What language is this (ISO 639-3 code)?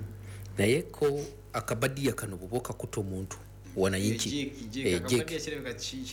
lug